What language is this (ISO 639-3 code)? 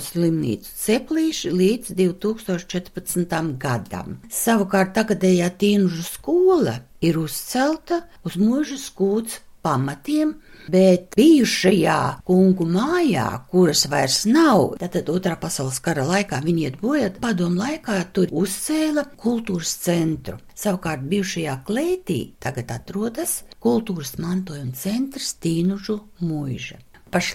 lav